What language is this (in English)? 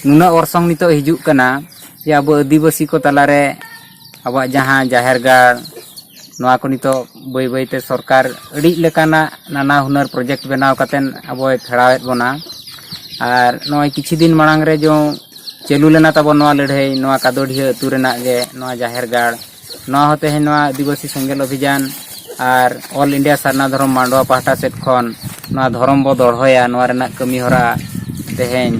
Santali